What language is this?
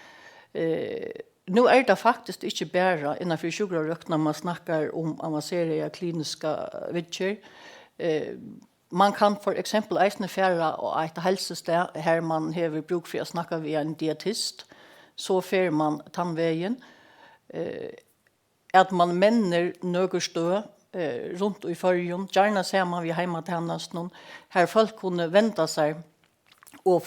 Faroese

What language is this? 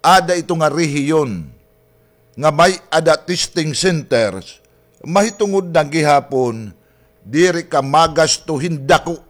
Waray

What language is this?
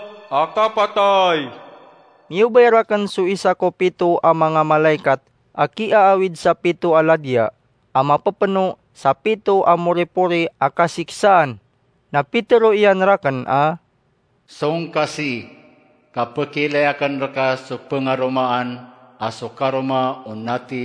Maranao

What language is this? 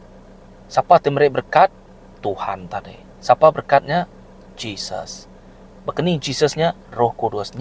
Iban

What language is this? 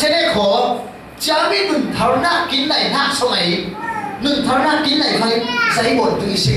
Falam Chin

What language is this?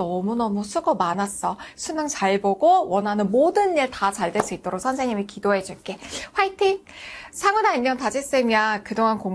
Korean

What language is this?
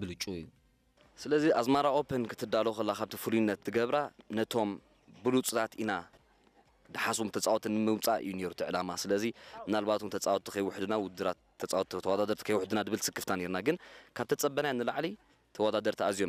Tigrinya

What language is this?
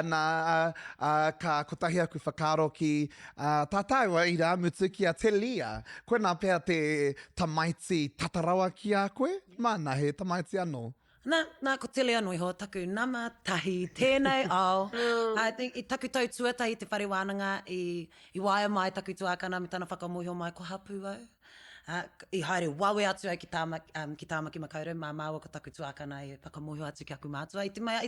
Māori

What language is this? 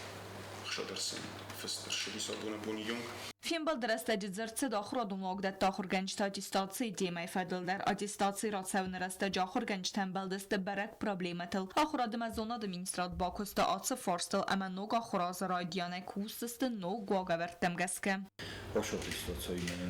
Ossetic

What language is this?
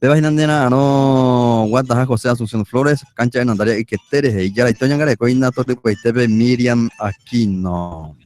Guarani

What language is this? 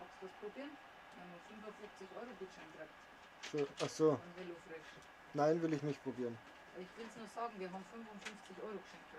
Bavarian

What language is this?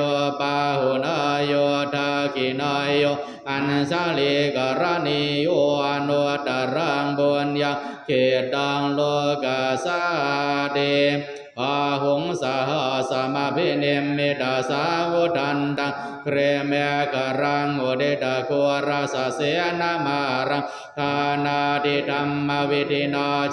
Pali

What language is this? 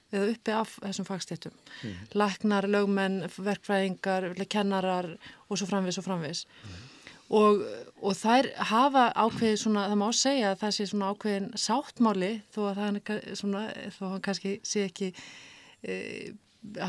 Icelandic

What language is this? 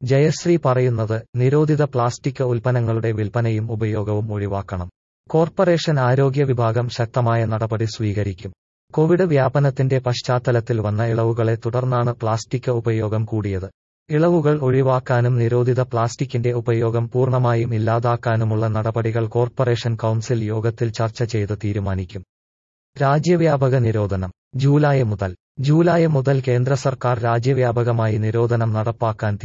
Malayalam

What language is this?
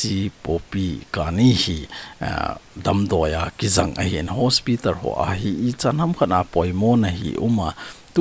Thado Chin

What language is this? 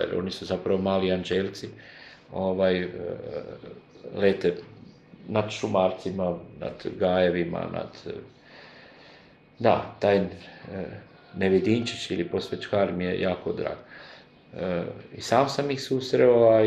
Croatian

